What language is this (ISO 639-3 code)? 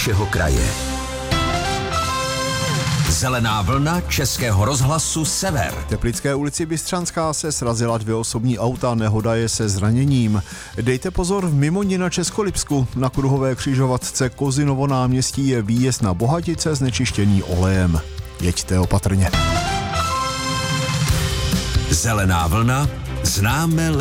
ces